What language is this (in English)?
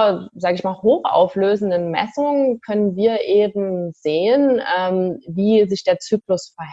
German